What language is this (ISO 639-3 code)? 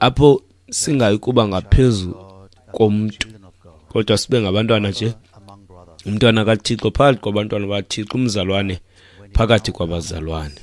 xho